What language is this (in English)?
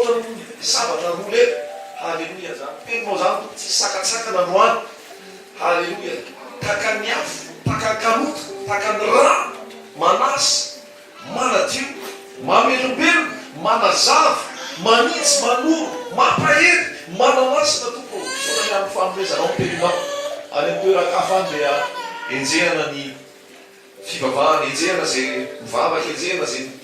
Malagasy